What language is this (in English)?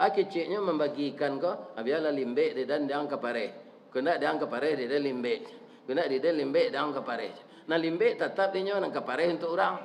Minangkabau